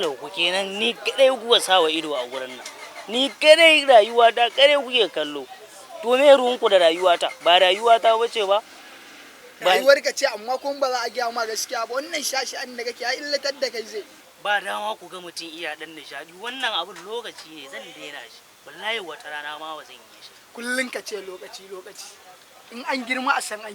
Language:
Hausa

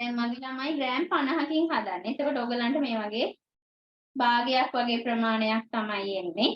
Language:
Sinhala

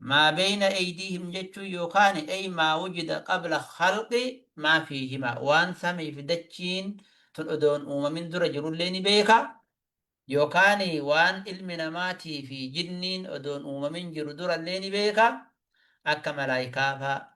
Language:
Oromo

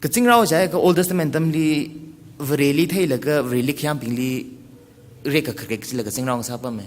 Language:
Tangkhul Naga (India)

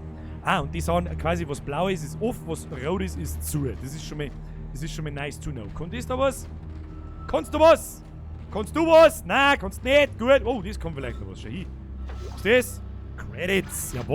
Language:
Bavarian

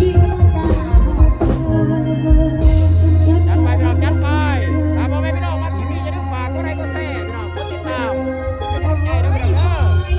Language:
Lao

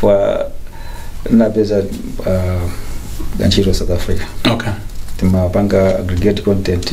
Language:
Nyanja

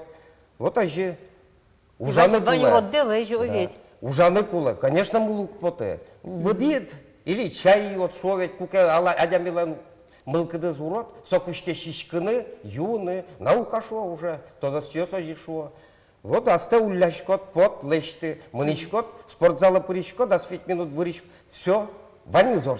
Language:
Udmurt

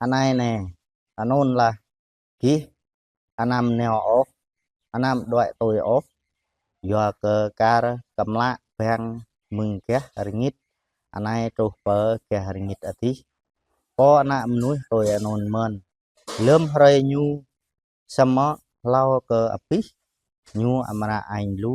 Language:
Jarai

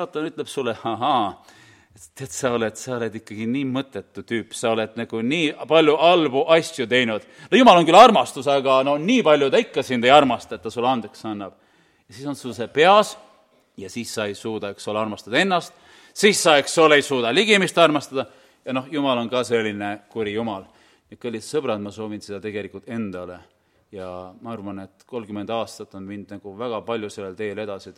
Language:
Estonian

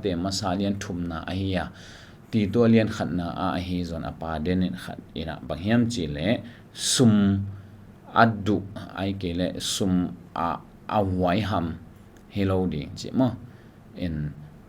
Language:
Tedim Chin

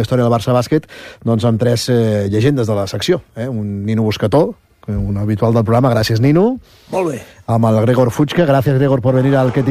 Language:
Catalan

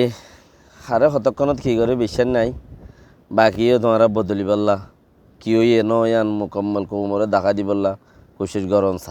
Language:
Rohingya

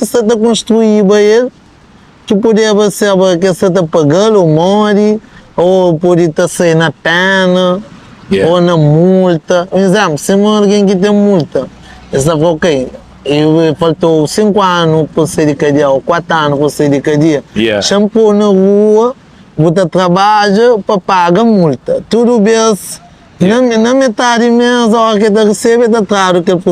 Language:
Kabuverdianu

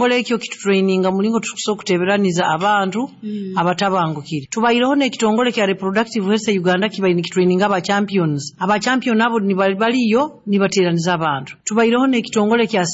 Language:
Nyoro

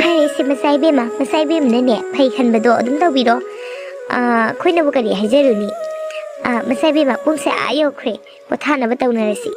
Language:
Manipuri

